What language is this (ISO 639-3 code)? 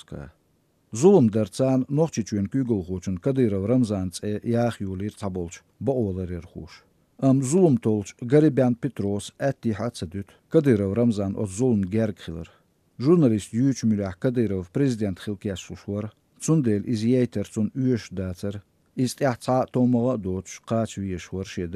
che